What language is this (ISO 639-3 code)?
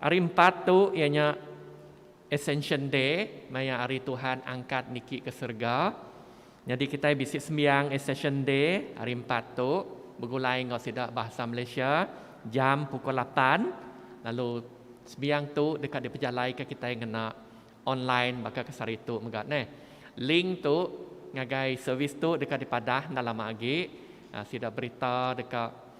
iba